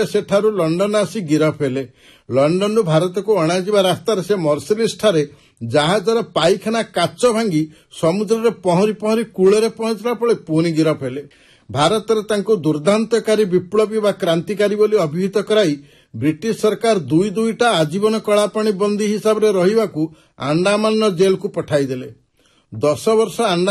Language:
Odia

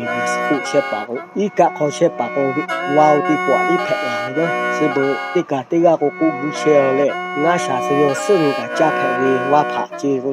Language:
Lahu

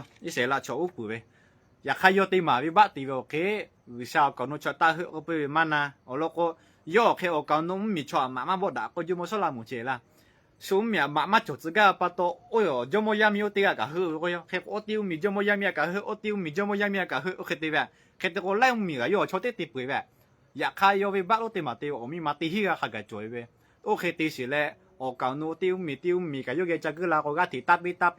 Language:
Lahu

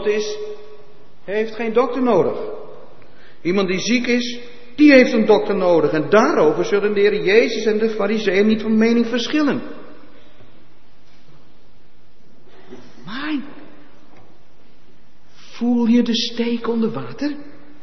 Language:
Dutch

